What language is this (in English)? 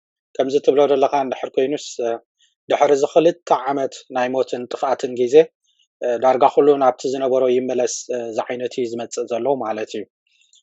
Tigrinya